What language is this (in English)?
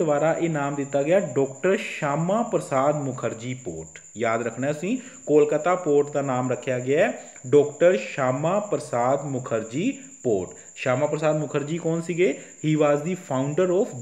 Punjabi